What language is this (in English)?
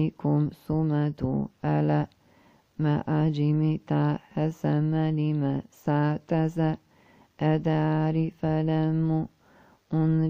Arabic